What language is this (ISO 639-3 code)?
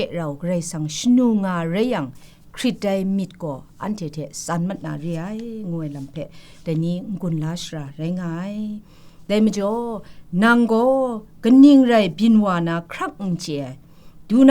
kac